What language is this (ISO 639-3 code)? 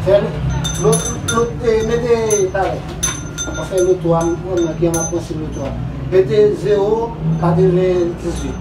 hat